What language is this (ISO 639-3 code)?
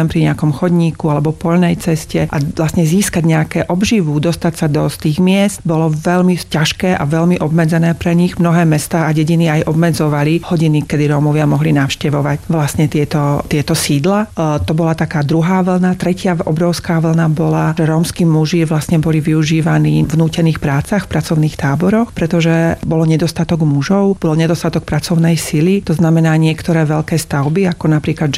slk